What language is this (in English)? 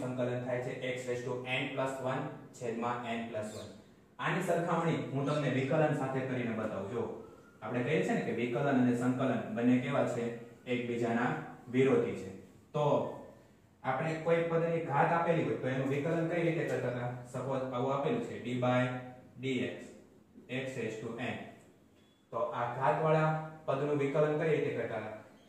Gujarati